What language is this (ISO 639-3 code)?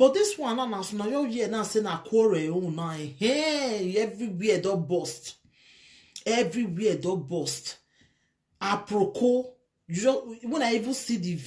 pcm